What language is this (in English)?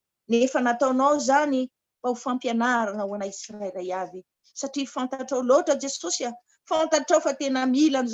Malagasy